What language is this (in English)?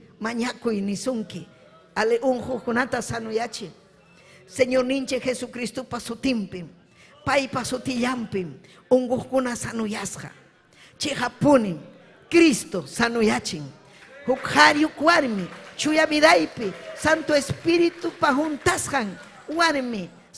Ayacucho Quechua